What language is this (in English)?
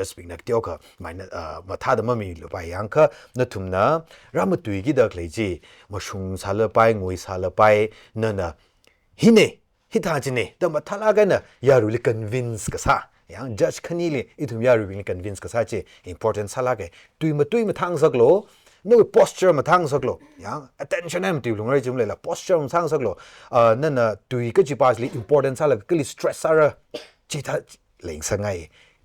Tangkhul Naga (India)